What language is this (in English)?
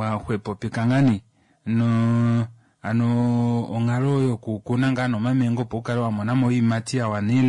Kuanyama